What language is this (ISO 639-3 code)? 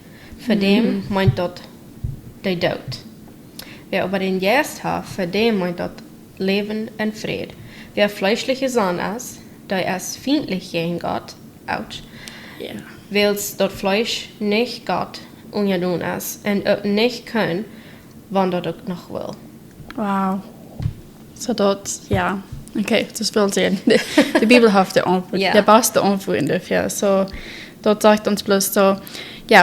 pdt